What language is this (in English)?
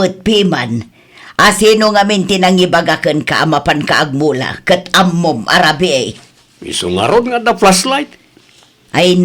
Iloko